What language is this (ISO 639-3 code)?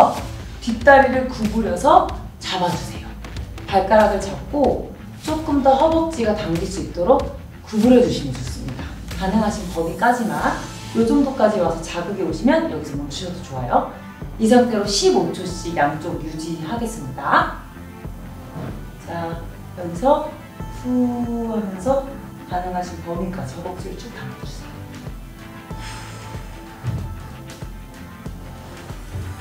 kor